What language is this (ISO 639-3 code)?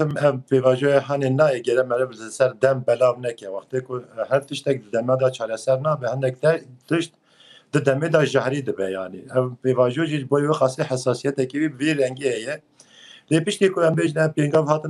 kur